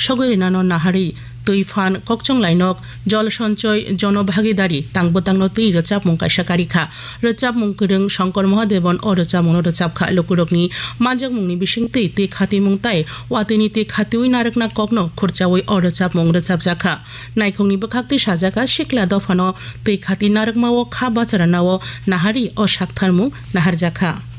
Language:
Kok Borok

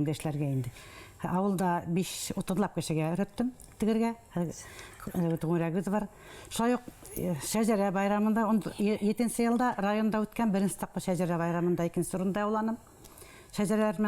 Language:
Bashkir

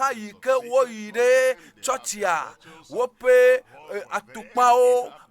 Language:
Ewe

